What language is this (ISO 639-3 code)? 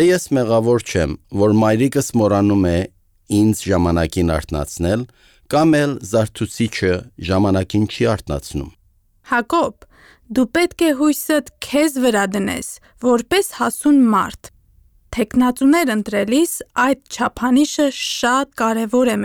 hye